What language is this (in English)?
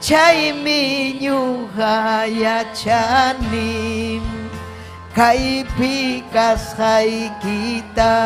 Ayacucho Quechua